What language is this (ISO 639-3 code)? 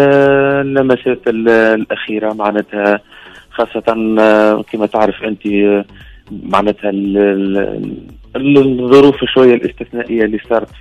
aeb